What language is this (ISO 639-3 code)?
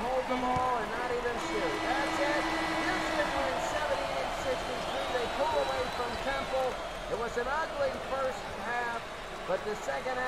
eng